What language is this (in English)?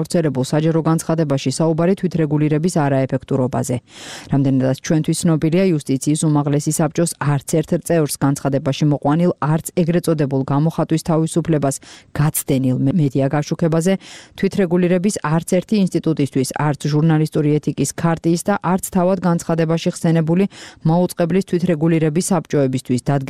Georgian